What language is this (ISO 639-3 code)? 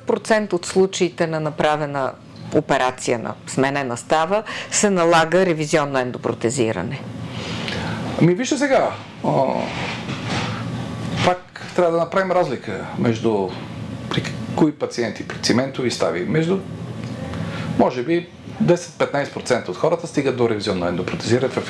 bul